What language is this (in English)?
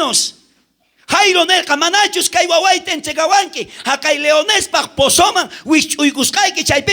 South Bolivian Quechua